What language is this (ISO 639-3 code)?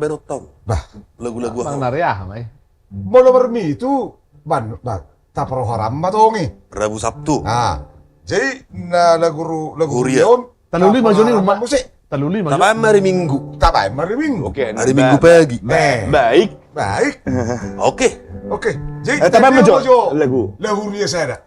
bbc